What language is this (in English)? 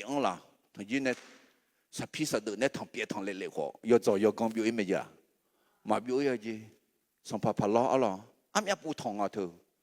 Akha